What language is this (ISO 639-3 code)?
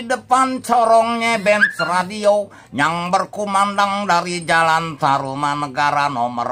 bew